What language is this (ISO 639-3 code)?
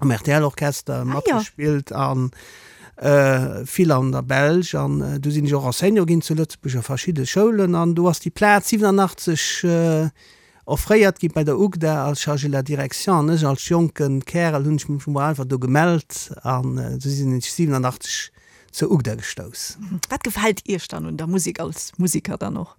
ltz